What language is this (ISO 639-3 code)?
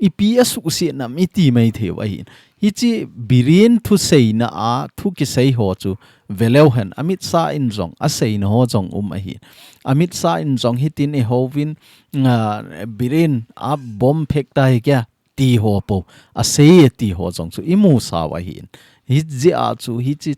tcz